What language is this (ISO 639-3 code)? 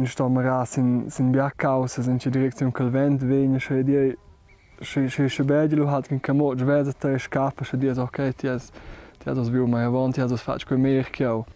roh